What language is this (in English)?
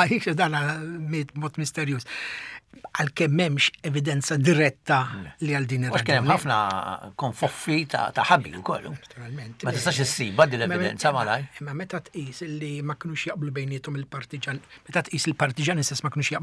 Maltese